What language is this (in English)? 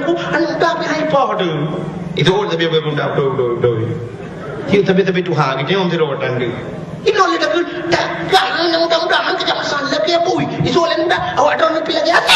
Achinese